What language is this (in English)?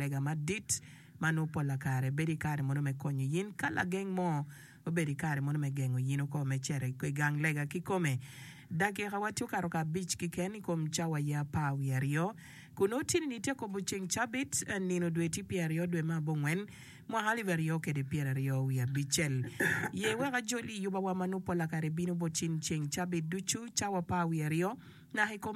Acoli